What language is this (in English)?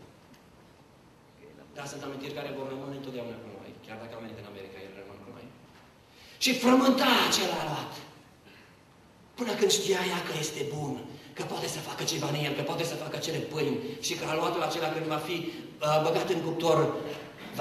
Romanian